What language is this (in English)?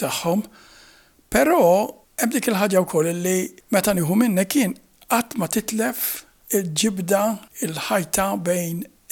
Maltese